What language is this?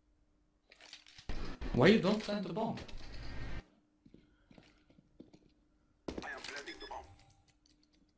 German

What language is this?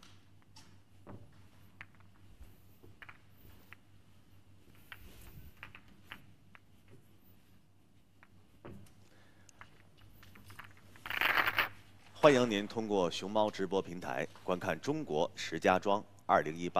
Chinese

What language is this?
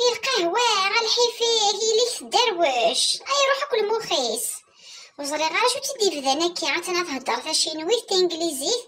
Kabyle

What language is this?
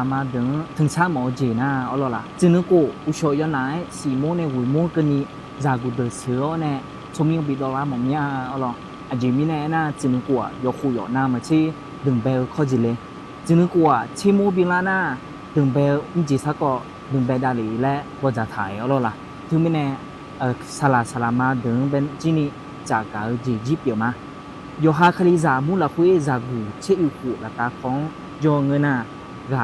Akha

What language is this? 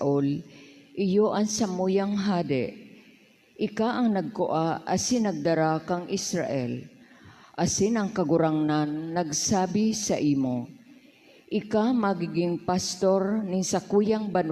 Bikol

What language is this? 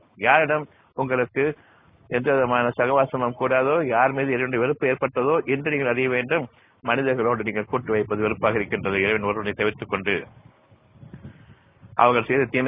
Tamil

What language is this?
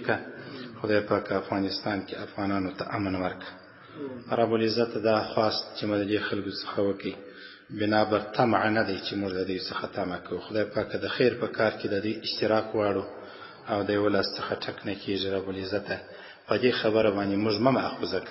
Pashto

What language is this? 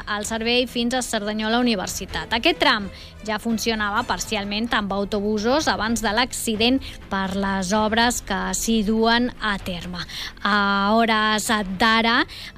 Catalan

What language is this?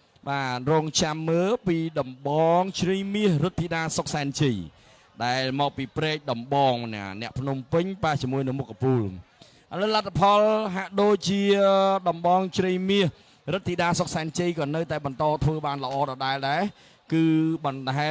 Khmer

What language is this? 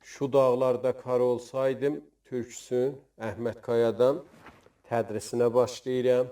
South Azerbaijani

